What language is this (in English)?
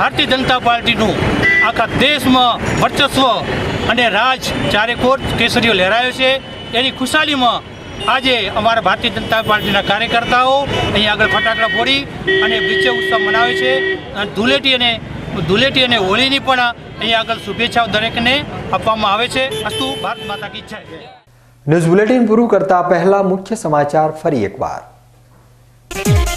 Gujarati